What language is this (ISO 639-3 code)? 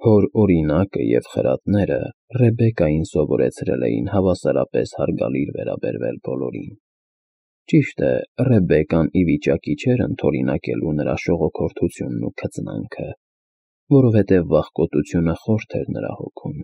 hye